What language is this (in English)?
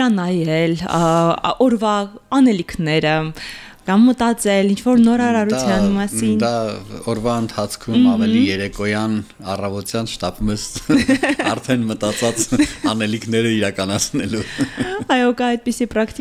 Armenian